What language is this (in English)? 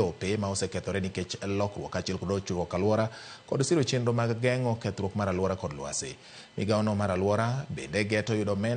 Luo (Kenya and Tanzania)